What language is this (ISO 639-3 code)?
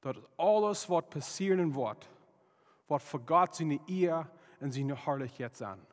pdt